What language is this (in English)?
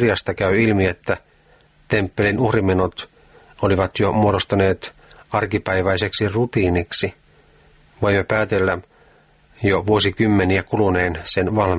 Finnish